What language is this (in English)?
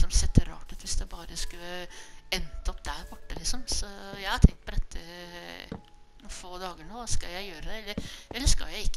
Norwegian